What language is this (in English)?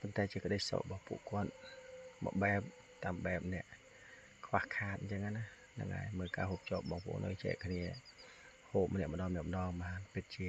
Khmer